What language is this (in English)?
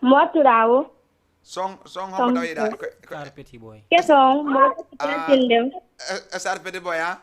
Fula